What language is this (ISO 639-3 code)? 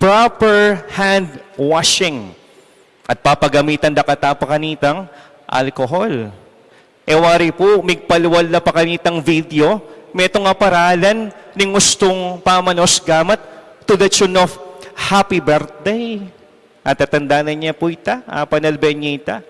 pam